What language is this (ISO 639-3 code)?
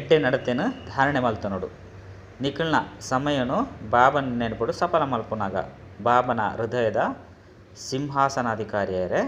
tcy